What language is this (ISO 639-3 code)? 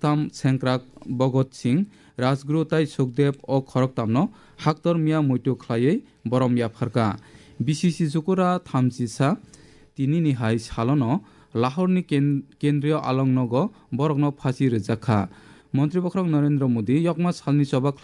trp